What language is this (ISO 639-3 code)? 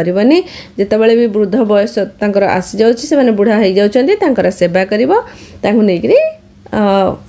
ori